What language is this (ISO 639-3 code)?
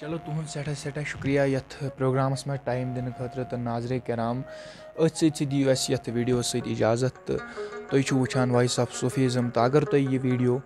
kas